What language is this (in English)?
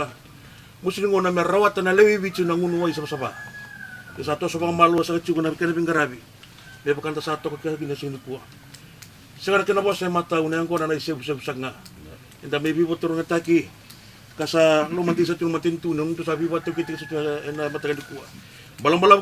Fijian